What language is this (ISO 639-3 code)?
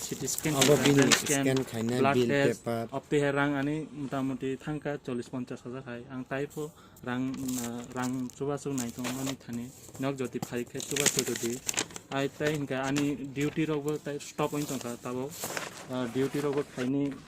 trp